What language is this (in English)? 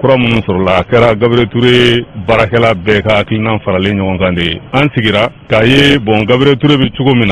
Bambara